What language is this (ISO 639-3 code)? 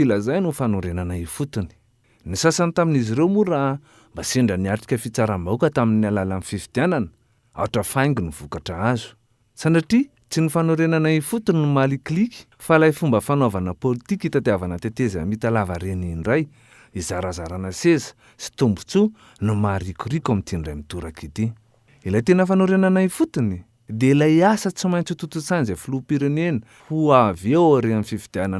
mlg